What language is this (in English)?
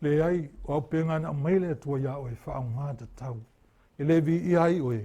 Samoan